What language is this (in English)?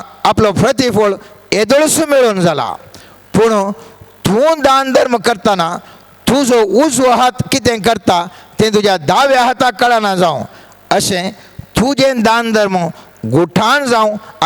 Konkani